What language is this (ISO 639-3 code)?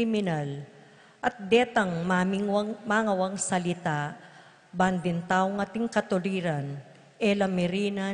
pam